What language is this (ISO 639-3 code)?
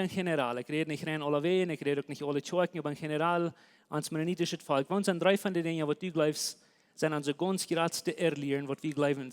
pdt